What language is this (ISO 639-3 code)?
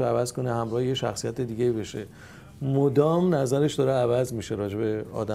fas